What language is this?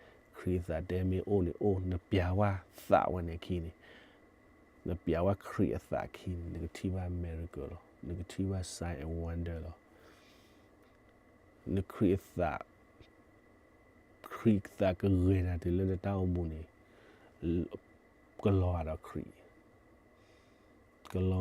S'gaw Karen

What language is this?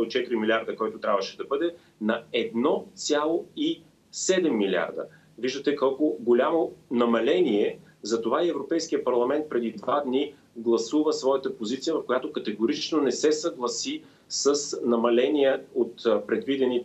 Bulgarian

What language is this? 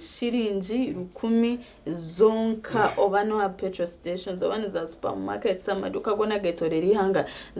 Nyankole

